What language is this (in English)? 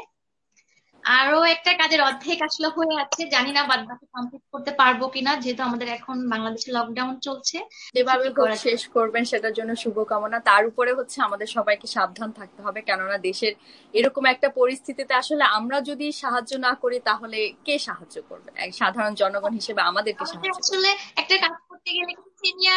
Bangla